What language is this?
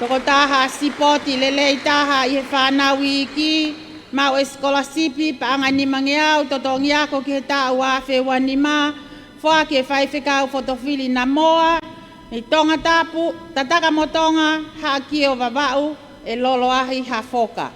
Tongan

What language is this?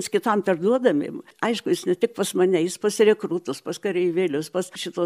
Lithuanian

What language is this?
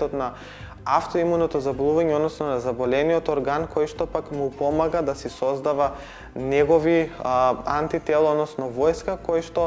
Macedonian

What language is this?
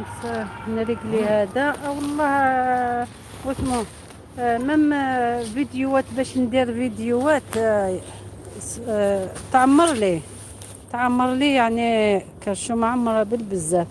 Algerian Arabic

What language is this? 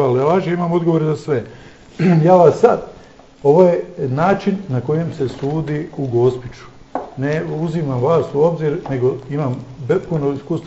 Croatian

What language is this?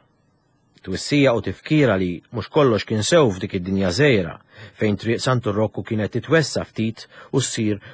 Maltese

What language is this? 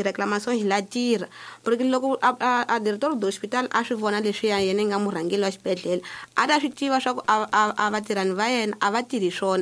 Tsonga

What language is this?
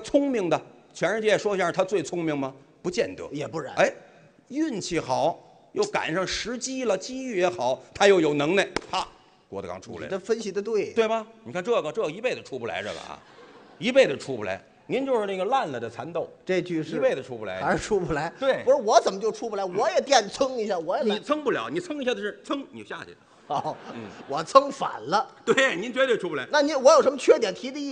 Chinese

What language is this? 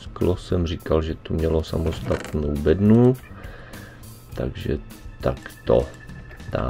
Czech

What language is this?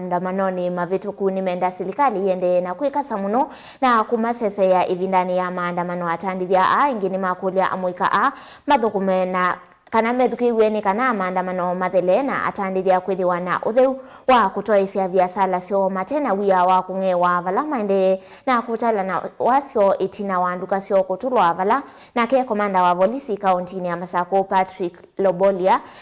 Kamba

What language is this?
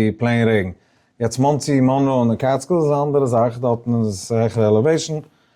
Yiddish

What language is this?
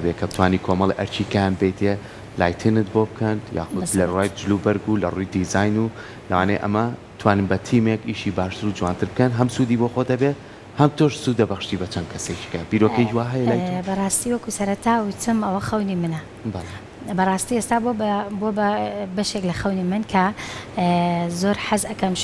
Central Kurdish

